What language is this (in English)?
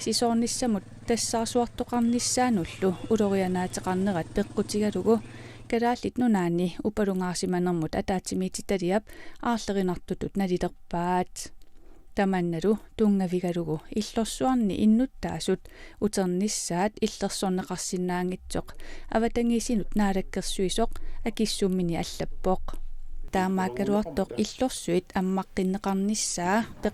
Kalaallisut